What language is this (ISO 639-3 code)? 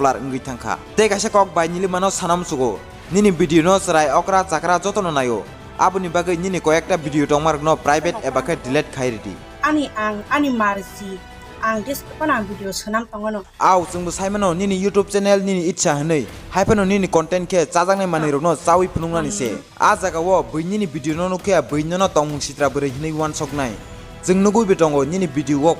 trp